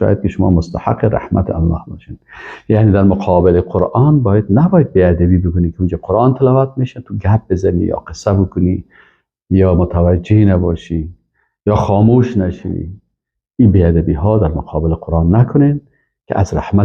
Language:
Persian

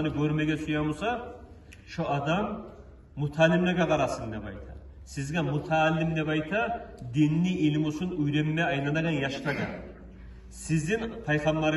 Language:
Kumyk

